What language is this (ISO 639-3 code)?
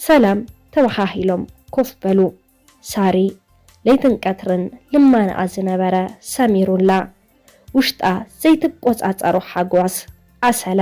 tir